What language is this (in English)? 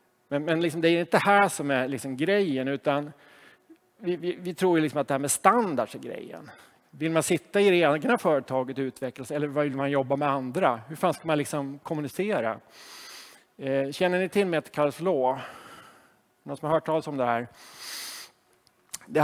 Swedish